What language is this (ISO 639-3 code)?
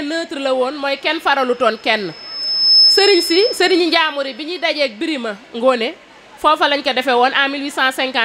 wol